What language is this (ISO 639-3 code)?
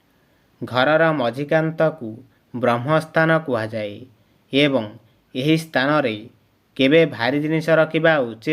ori